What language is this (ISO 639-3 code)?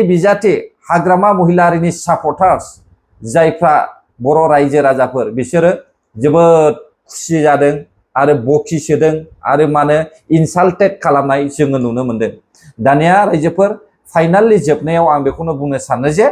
brx